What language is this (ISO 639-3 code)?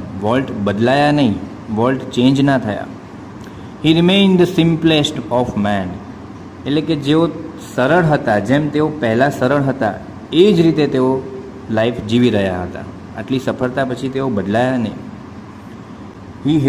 guj